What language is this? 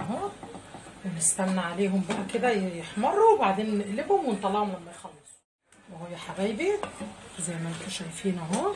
Egyptian Arabic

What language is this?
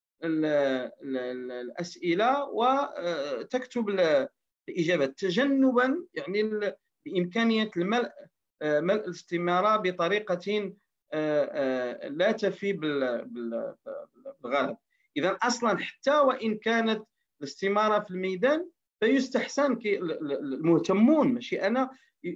Moroccan Arabic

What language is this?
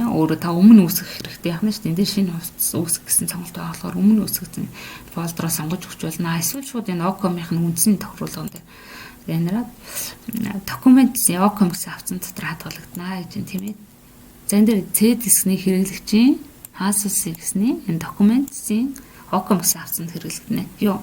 Mongolian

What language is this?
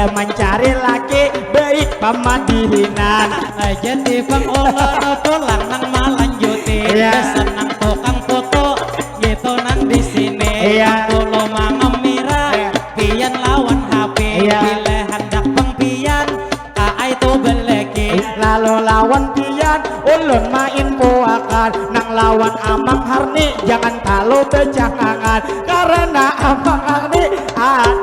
Banjar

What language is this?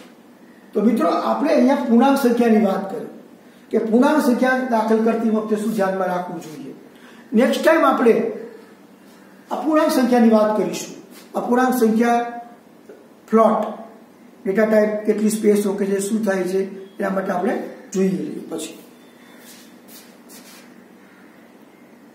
Gujarati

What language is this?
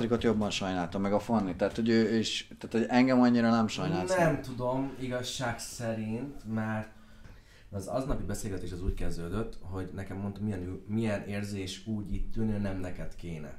Hungarian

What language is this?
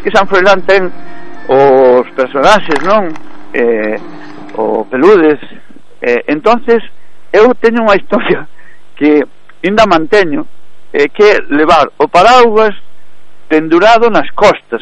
Galician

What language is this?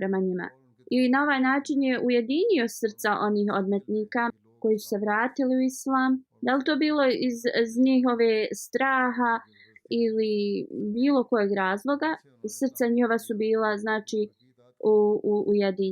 Bosnian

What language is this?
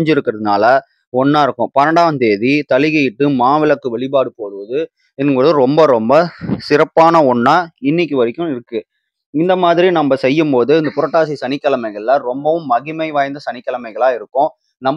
Tamil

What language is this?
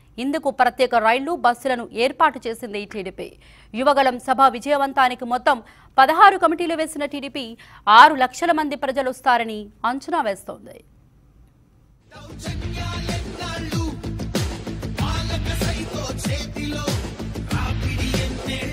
Telugu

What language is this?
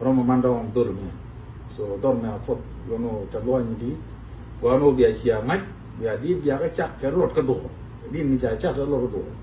Nuer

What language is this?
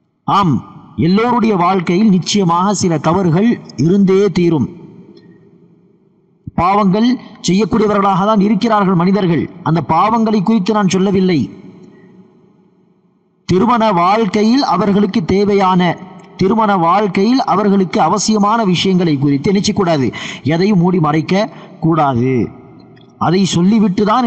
Tamil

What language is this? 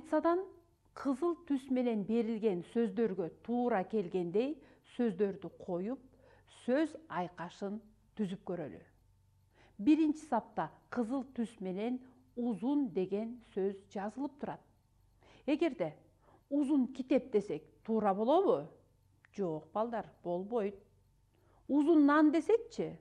Kyrgyz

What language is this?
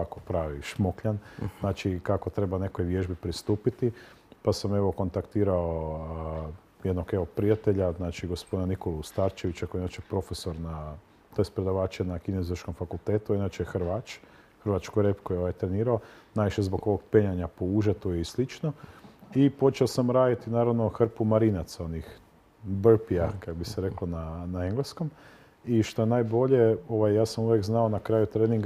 Croatian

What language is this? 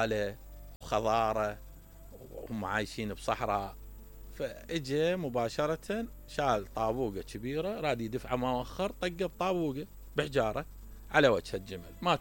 Mesopotamian Arabic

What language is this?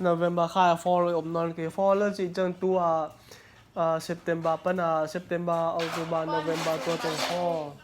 Tedim Chin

